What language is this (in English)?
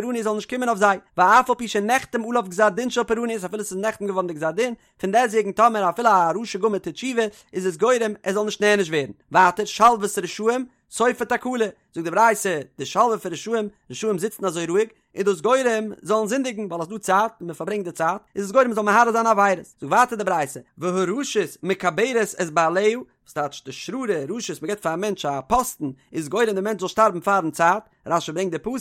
Yiddish